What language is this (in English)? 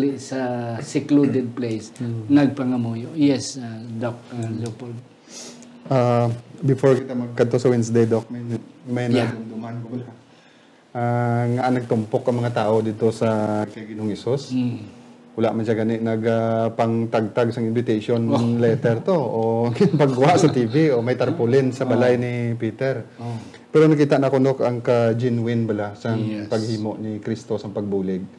Hiligaynon